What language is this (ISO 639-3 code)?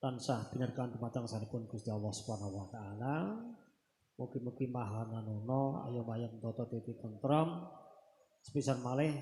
jav